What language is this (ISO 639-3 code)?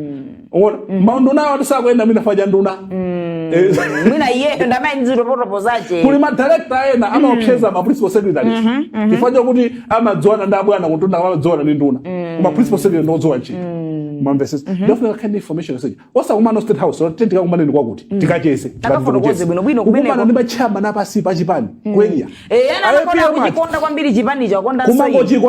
nya